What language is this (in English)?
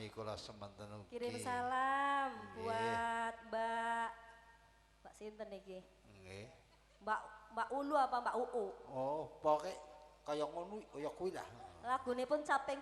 Javanese